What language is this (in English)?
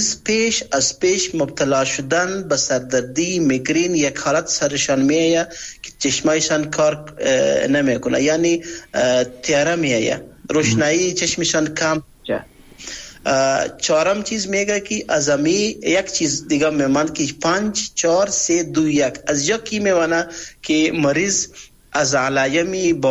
Persian